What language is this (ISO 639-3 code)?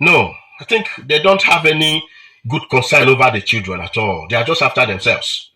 pcm